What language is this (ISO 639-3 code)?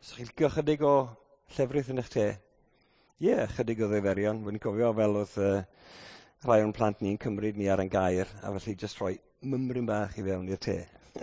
cym